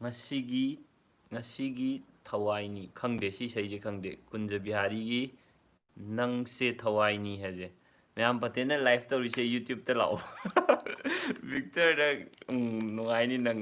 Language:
Manipuri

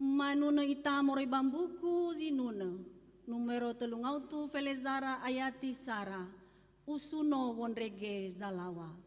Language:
Nias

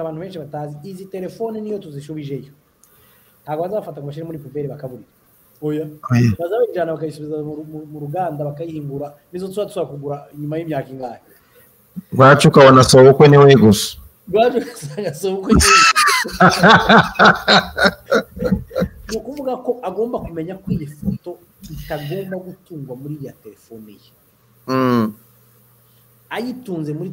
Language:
Kinyarwanda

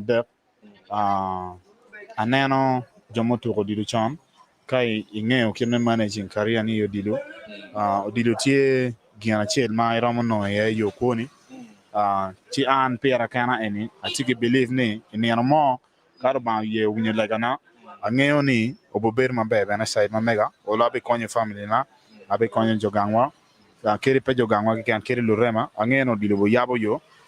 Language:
Acoli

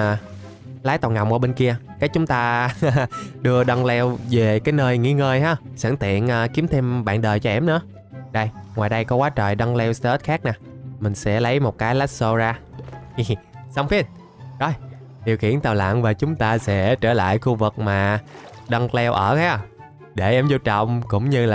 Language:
Vietnamese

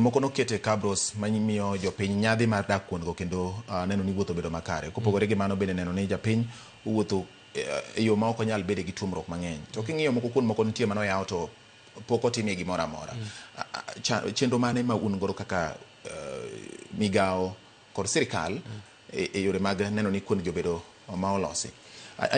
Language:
Luo (Kenya and Tanzania)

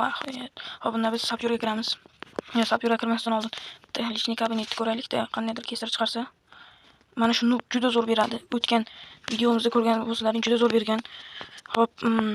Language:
Uzbek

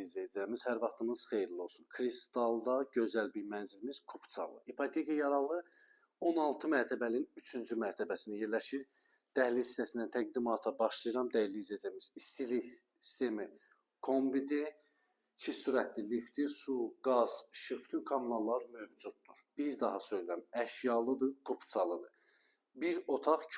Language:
Azerbaijani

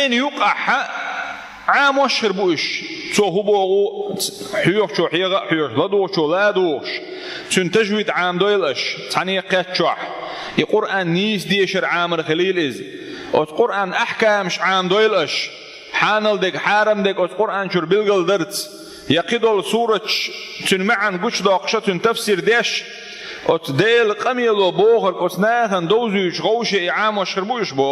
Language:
Chechen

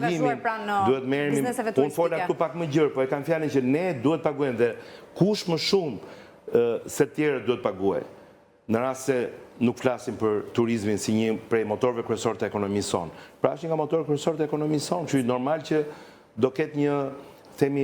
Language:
Albanian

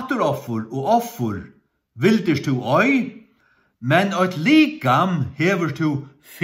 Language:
Faroese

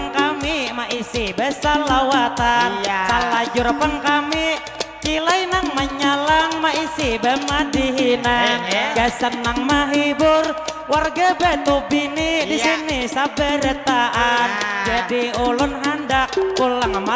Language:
Banjar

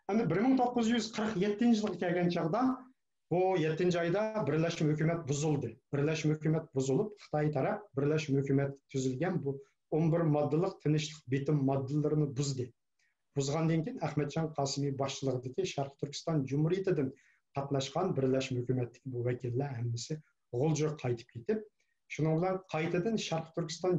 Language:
Uyghur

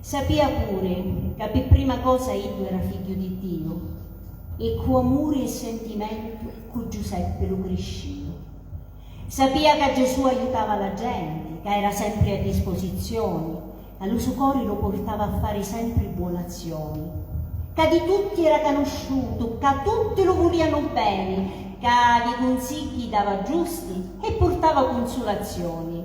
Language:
Sicilian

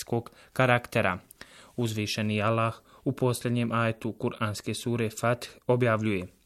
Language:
Bosnian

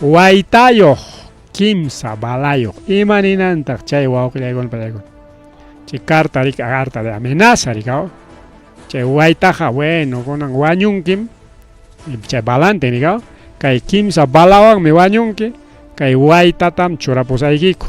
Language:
Ayacucho Quechua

